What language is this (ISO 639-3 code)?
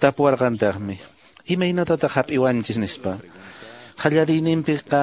que